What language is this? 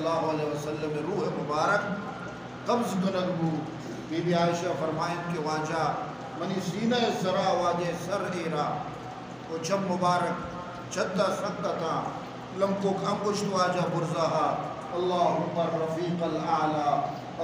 Eastern Balochi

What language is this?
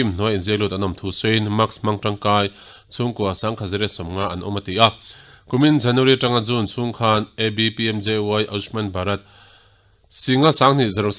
Mizo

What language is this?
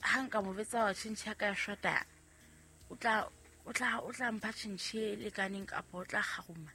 Southern Sotho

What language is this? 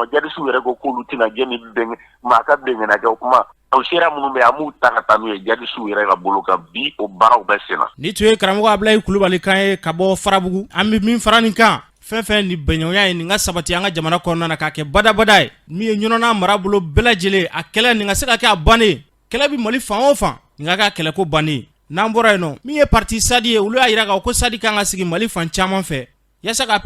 Bambara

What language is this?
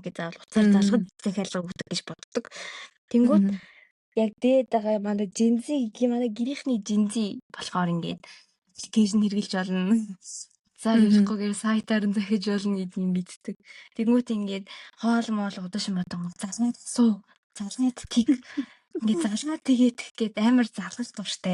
Mongolian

